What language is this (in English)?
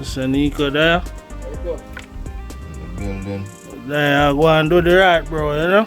Jamaican Creole English